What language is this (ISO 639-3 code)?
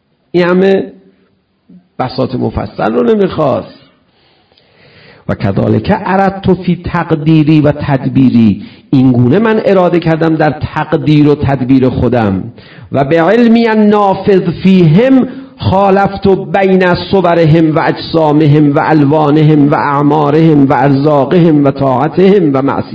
fas